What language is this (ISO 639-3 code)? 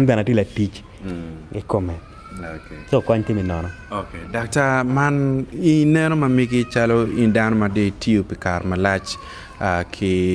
ach